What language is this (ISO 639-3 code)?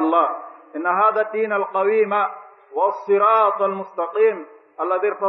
ful